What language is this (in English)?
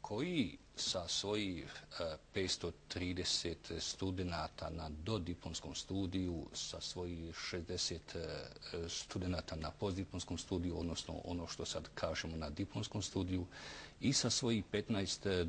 Bosnian